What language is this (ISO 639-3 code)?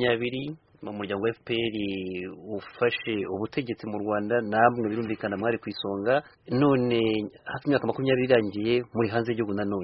kin